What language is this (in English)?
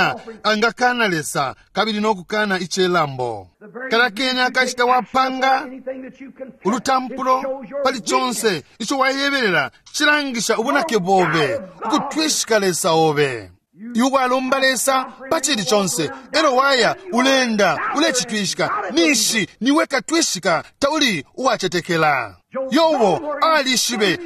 Bemba